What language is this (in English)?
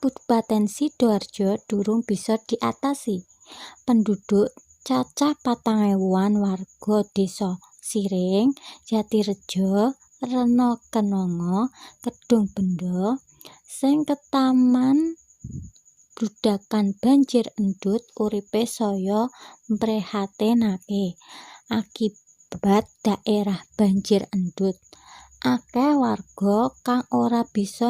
Javanese